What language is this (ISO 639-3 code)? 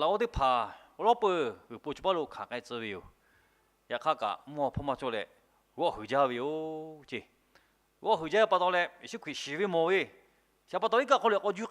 lhu